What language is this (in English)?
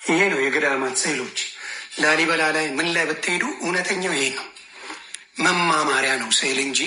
Amharic